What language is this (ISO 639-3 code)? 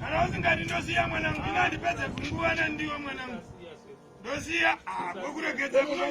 sna